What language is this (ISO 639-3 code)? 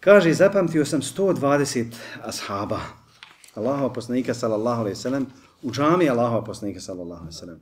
bos